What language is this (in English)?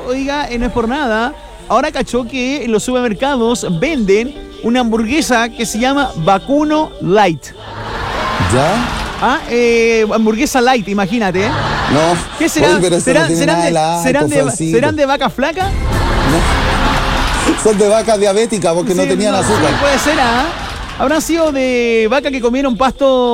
Spanish